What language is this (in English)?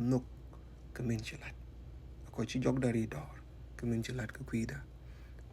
Nuer